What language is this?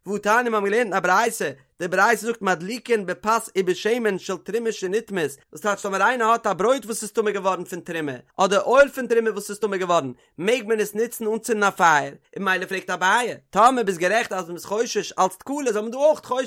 Yiddish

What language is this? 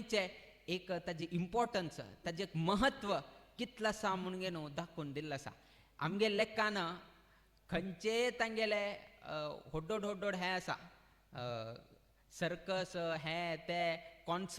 Konkani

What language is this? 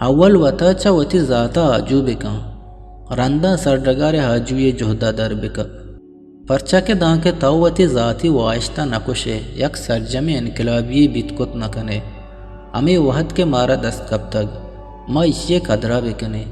Eastern Balochi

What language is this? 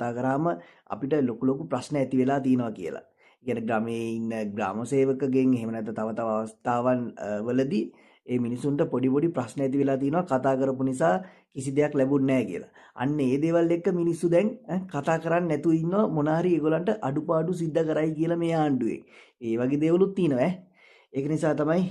Sinhala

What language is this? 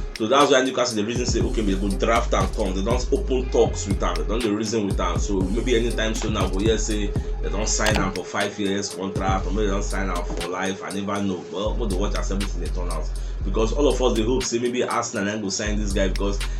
Nigerian Pidgin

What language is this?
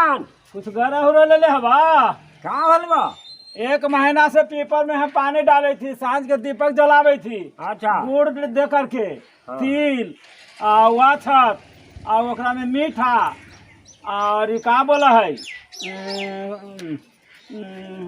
Magahi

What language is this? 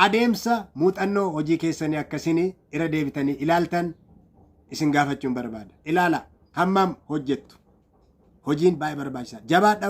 Oromo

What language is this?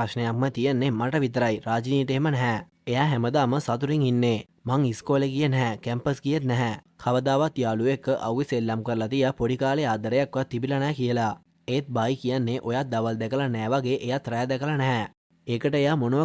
Sinhala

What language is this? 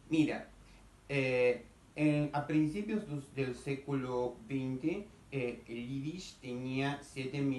Ladino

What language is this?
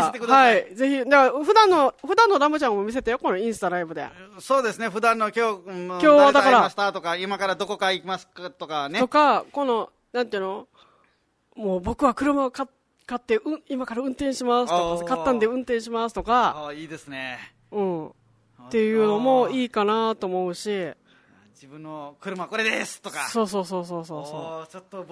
Japanese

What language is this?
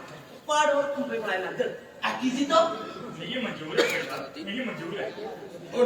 Dogri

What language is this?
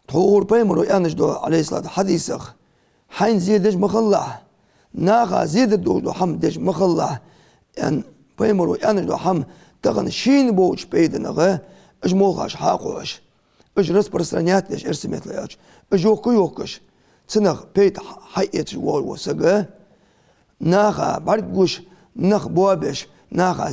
Ingush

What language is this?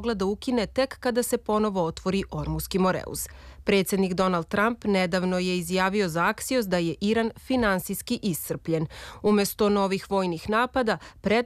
Serbian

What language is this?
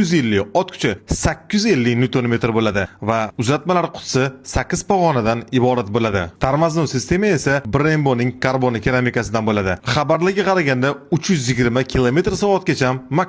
Uzbek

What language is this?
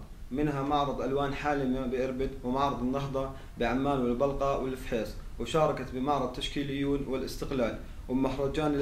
North Levantine Arabic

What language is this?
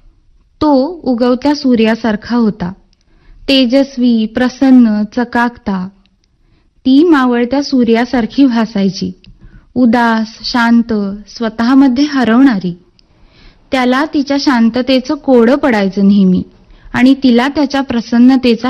Marathi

